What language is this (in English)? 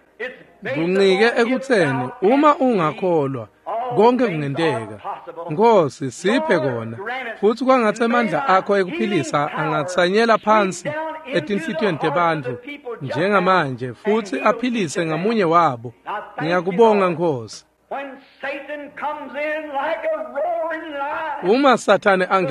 Swati